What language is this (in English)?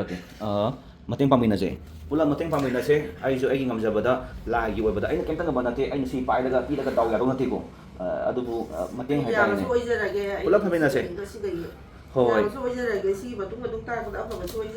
Manipuri